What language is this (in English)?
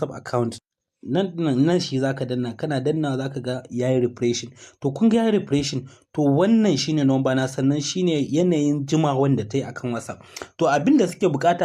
Hausa